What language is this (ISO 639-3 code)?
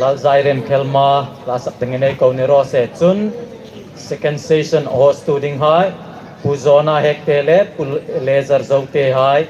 hmr